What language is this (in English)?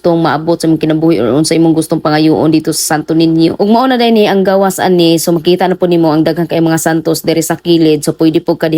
Cebuano